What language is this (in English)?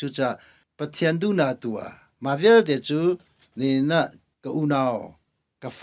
Hakha Chin